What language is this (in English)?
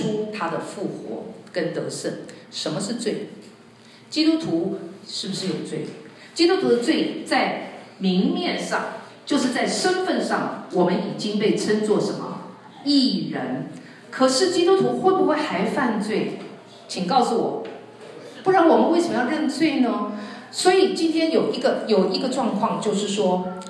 Chinese